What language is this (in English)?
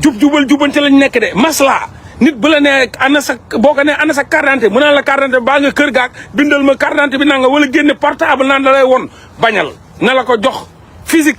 Wolof